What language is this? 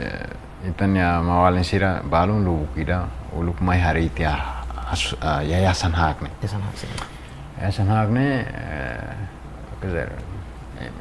Tetum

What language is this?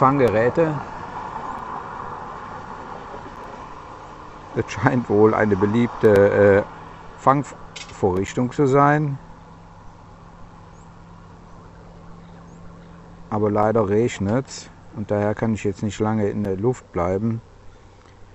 German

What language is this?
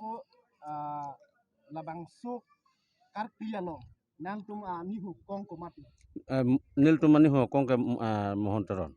Karbi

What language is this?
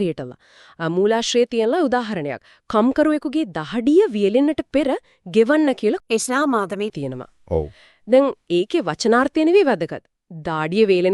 Sinhala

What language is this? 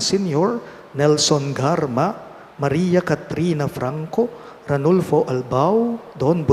Pampanga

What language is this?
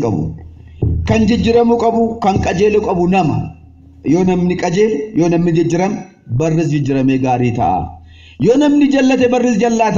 Oromo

